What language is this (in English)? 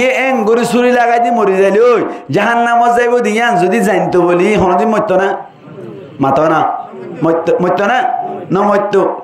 Rohingya